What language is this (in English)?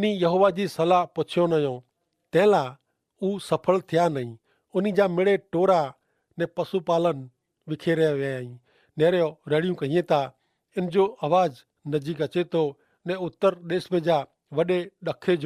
Kachhi